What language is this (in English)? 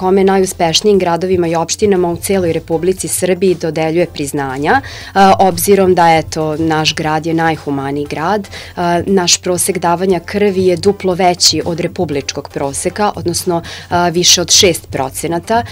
Serbian